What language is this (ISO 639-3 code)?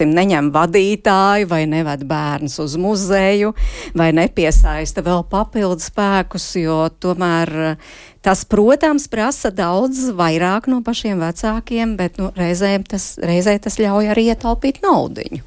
lav